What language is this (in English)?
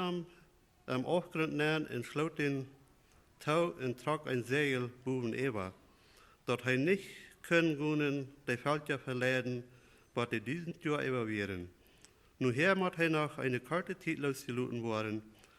Plautdietsch